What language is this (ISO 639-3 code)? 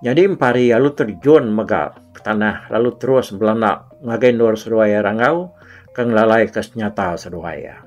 iba